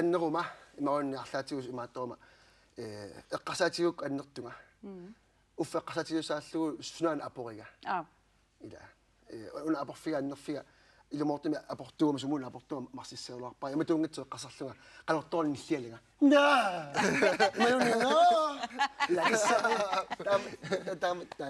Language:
Kalaallisut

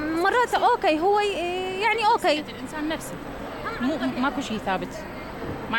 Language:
Mesopotamian Arabic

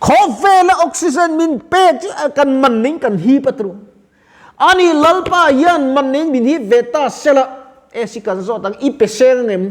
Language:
Mizo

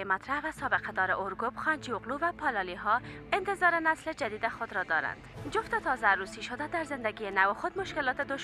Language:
Persian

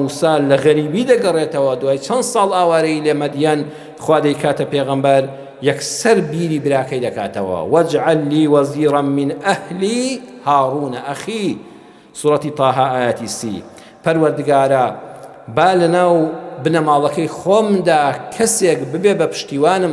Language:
Central Kurdish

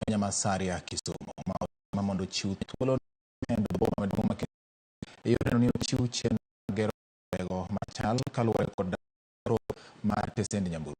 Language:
Luo (Kenya and Tanzania)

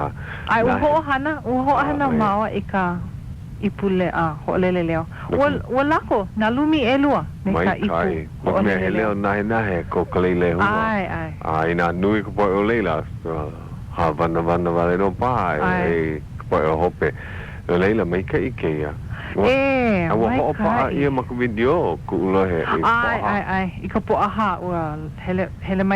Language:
Hawaiian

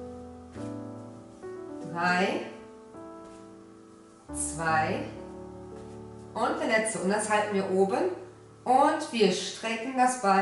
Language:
German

